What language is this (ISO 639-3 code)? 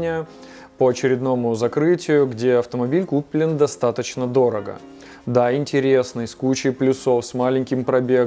rus